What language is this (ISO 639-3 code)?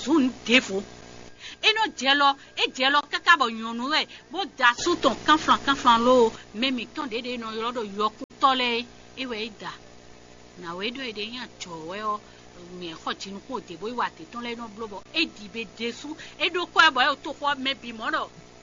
fon